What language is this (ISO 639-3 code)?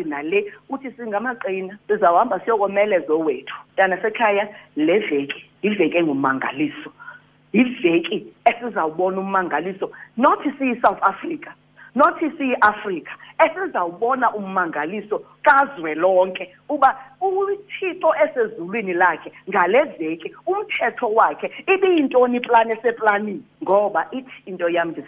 xho